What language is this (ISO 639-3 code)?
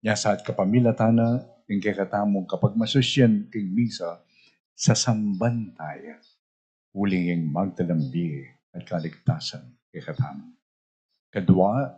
pam